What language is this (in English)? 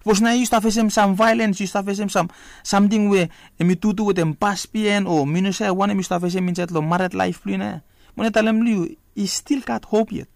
Bislama